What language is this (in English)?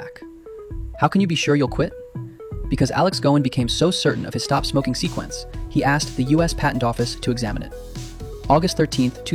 English